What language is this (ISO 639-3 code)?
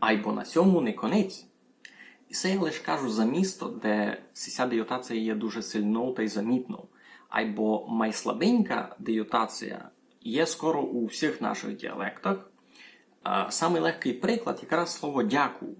rue